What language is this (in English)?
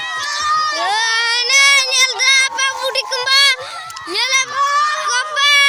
Santali